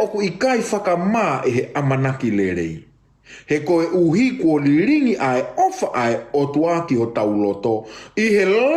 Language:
Tongan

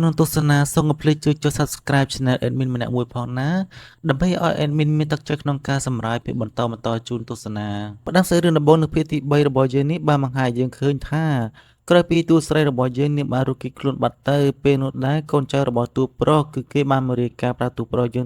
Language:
Khmer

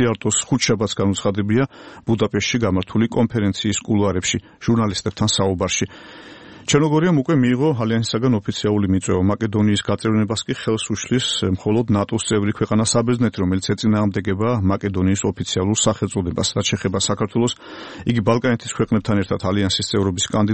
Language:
Georgian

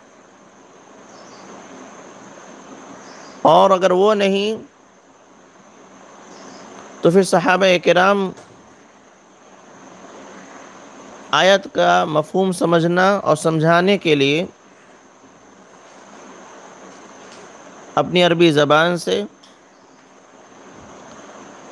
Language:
Urdu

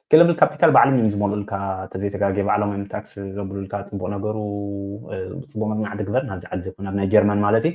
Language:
Tigrinya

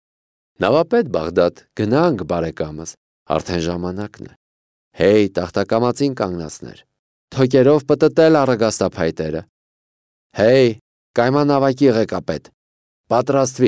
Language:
Armenian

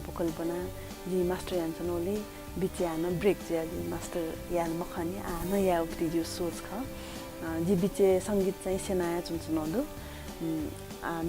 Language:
Newari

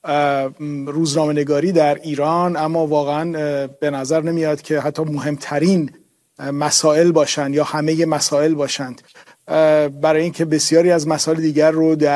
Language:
Persian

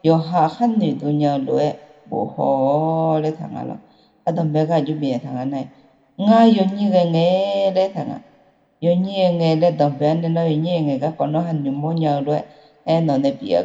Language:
Akha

